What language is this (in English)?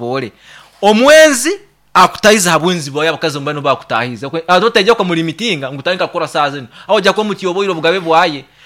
Nyankole